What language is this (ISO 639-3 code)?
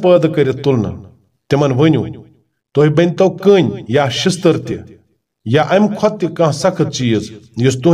kas